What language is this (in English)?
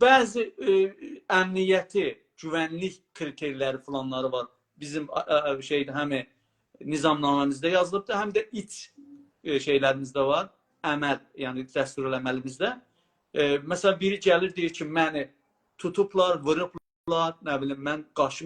South Azerbaijani